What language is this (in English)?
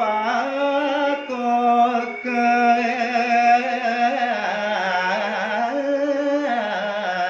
Balinese